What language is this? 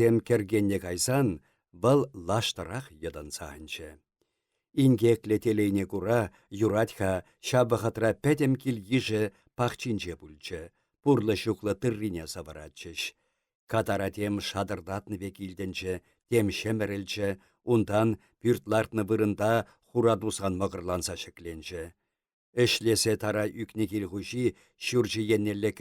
Chuvash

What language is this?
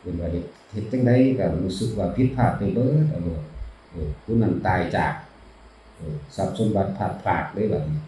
Northeastern Thai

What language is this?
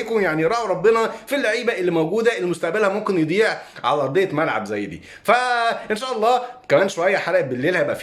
Egyptian Arabic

